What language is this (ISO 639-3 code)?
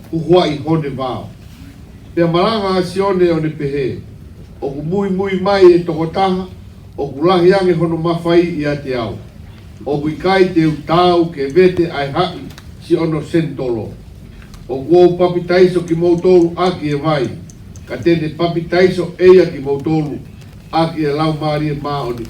ton